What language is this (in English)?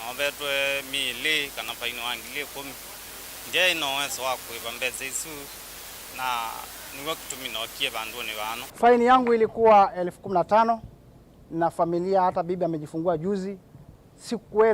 Kamba